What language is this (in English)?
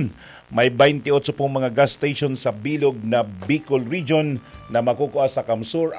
Bikol